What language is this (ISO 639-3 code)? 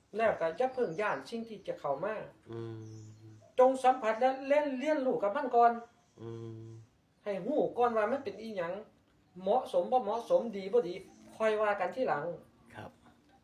tts